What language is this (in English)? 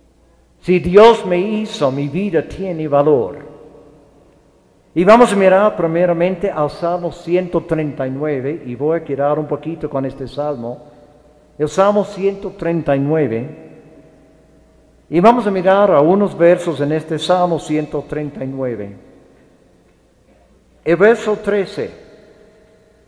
Spanish